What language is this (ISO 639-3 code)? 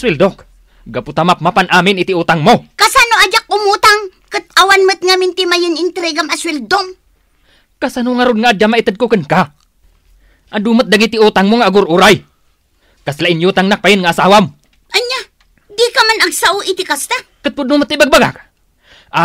ilo